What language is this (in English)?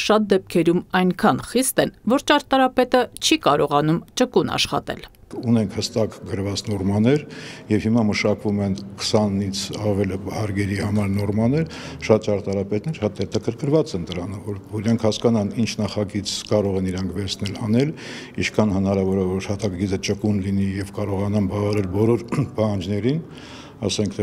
Armenian